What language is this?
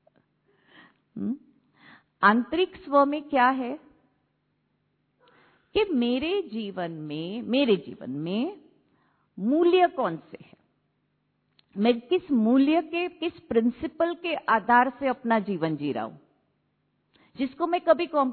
Hindi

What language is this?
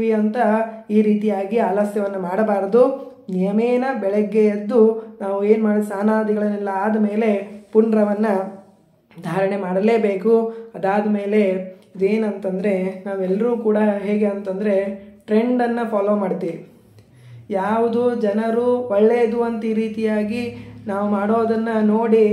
Kannada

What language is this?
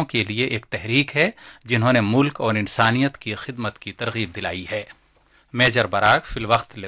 Urdu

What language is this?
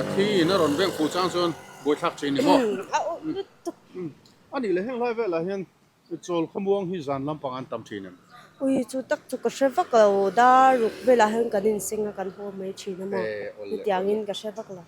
Mizo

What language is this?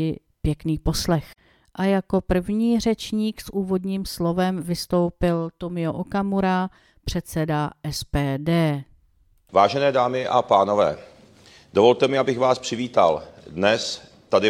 Czech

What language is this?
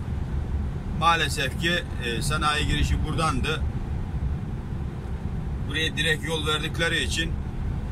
Turkish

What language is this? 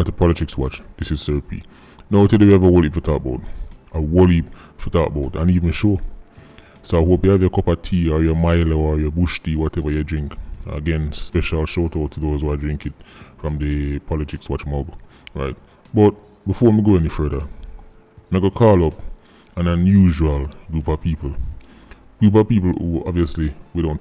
Jamaican Creole English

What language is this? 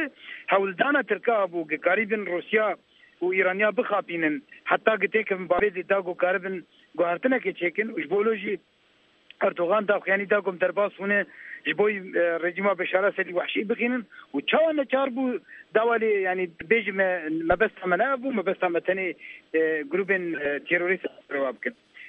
Kurdish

